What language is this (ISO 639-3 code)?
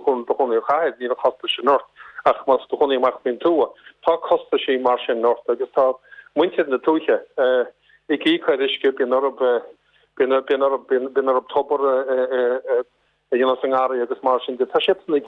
gle